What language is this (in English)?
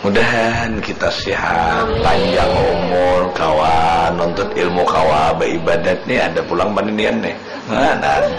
Banjar